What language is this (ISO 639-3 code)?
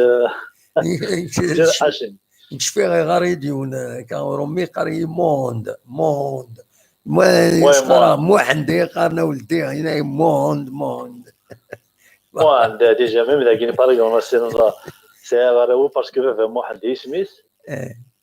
kab